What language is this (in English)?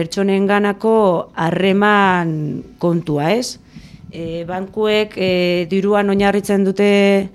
Basque